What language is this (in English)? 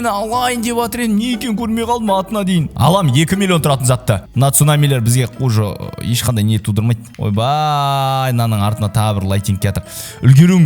Kazakh